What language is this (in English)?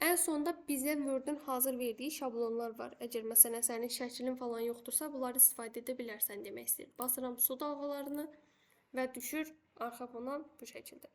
Azerbaijani